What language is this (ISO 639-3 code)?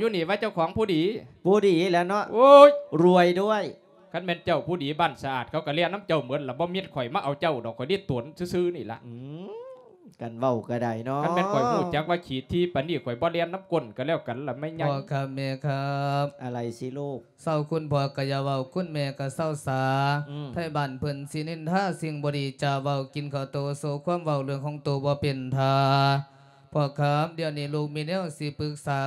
lao